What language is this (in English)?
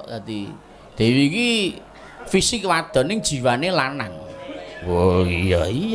Javanese